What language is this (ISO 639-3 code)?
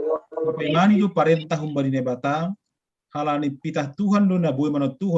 bts